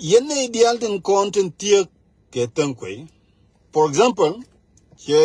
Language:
Nuer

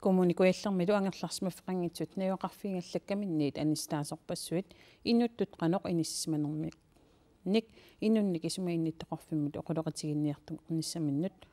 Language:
Kalaallisut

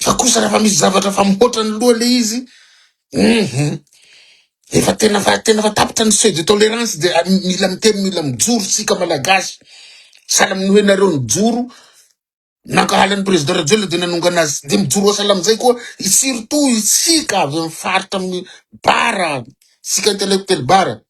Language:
Malagasy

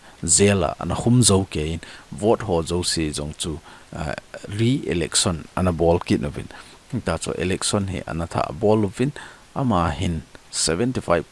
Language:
Thado Chin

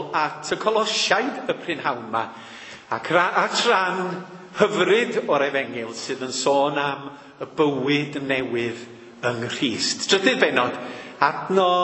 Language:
Welsh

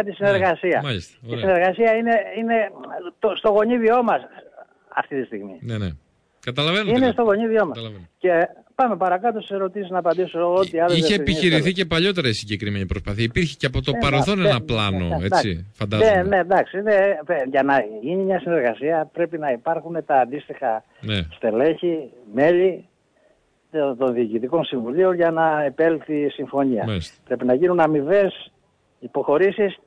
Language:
Greek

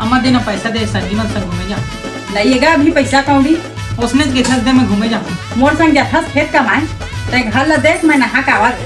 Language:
Chhattisgarhi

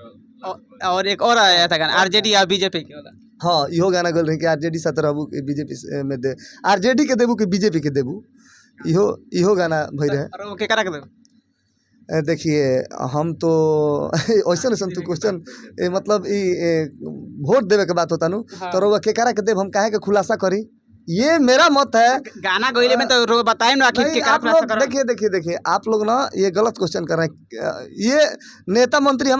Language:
Bhojpuri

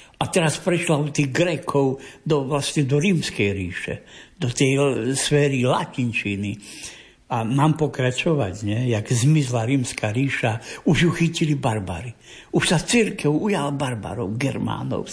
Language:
Slovak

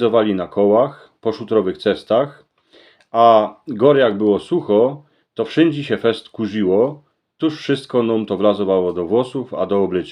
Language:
Silesian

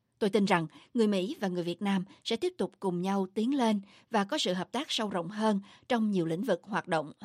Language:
Vietnamese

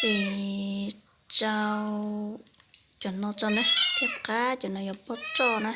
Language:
Hmong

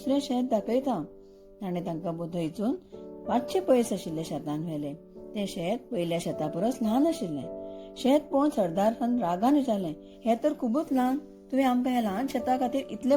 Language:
Konkani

